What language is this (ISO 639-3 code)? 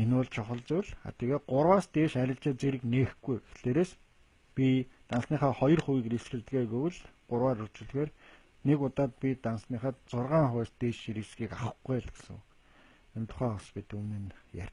mon